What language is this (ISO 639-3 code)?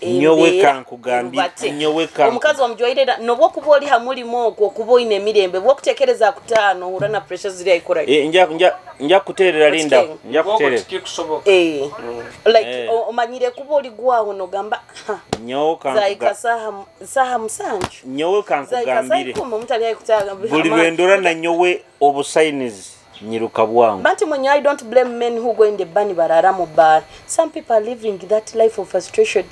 nyo